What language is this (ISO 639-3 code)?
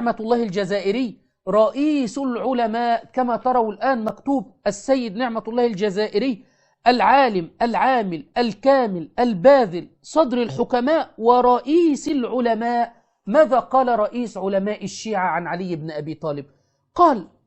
ara